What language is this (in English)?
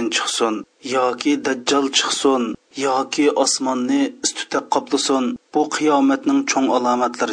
Uyghur